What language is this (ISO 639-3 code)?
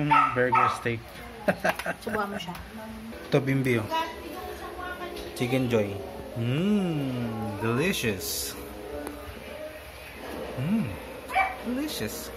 fil